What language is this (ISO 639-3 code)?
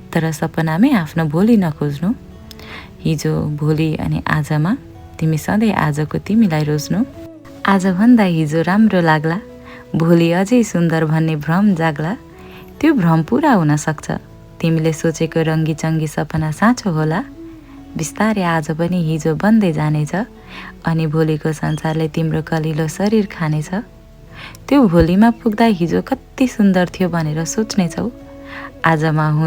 nep